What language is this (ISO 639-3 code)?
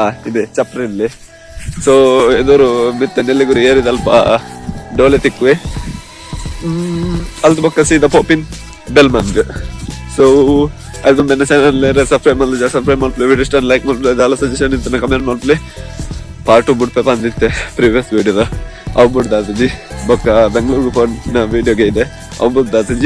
tcy